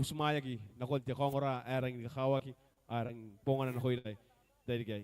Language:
Gilbertese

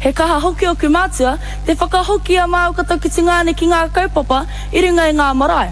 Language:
Māori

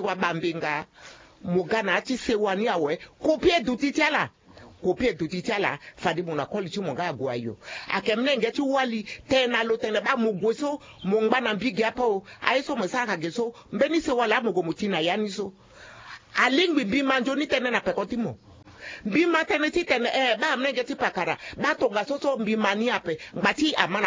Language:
Sango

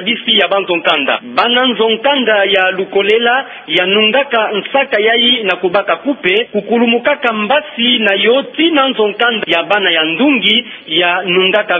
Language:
Kituba (Democratic Republic of Congo)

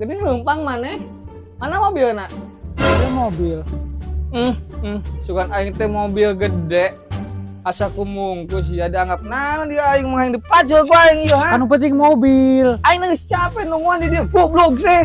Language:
Sundanese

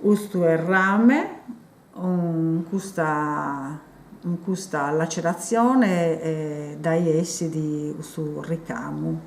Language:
Sardinian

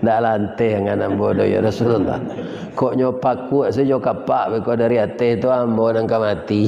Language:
Minangkabau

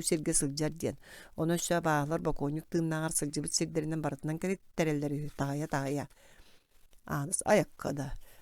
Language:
Yakut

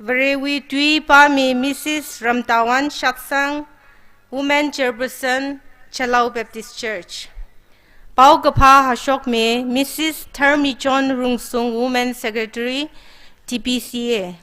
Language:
Tangkhul Naga (India)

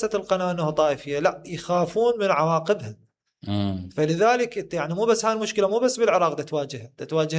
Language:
Mesopotamian Arabic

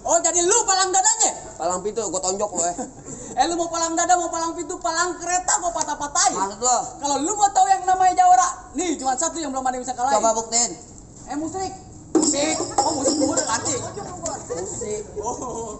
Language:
Betawi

